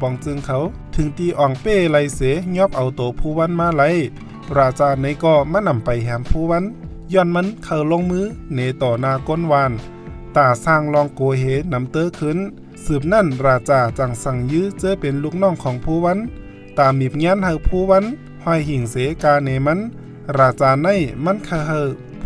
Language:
Shan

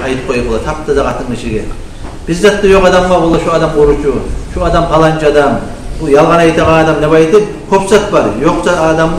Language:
Kumyk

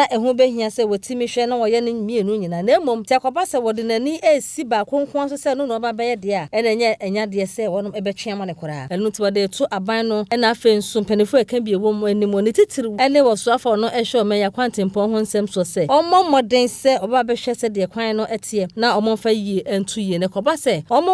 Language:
Akan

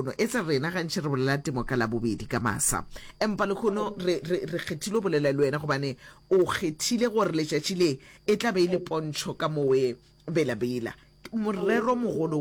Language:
Northern Sotho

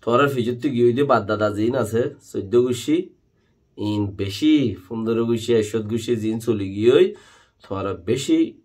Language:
Rohingya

